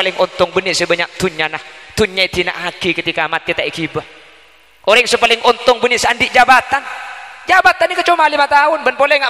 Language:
Madurese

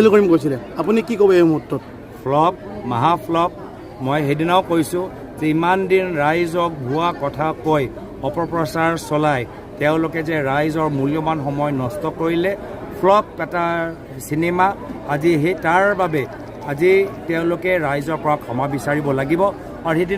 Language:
Assamese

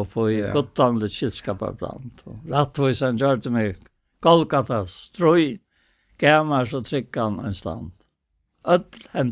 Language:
Faroese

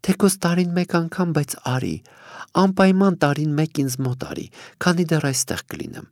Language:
Armenian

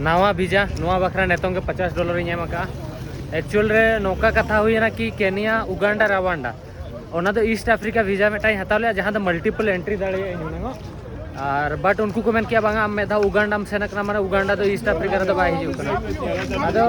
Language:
Santali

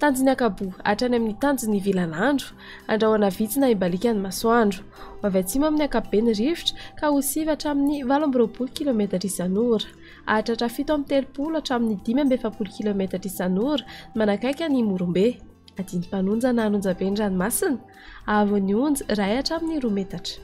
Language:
Malagasy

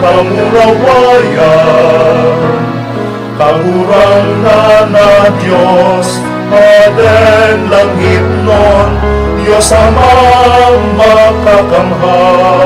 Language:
Bikol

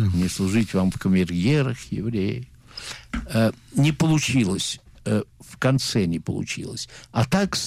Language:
Russian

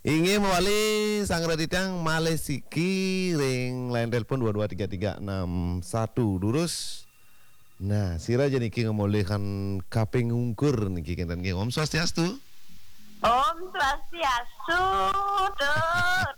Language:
Balinese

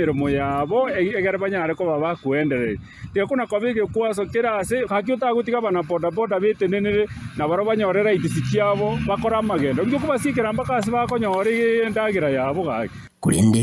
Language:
Gusii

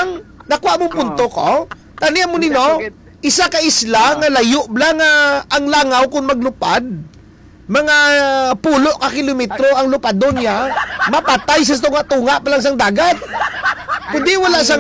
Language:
Hiligaynon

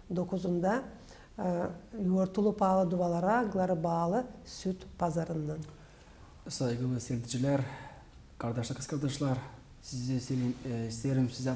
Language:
Gagauz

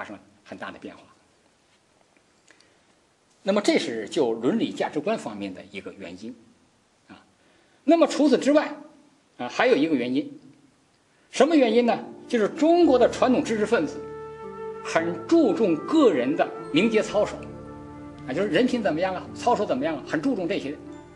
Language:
Chinese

